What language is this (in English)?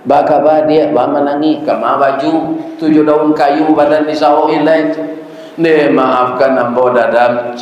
Minangkabau